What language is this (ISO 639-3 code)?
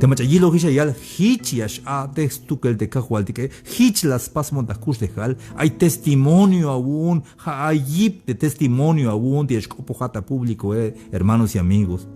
tzh